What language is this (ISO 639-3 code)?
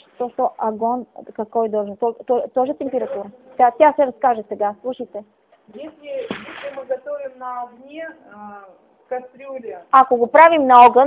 bul